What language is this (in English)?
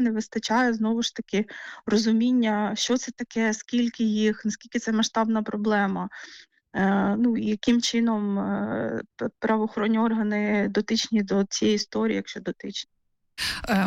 Ukrainian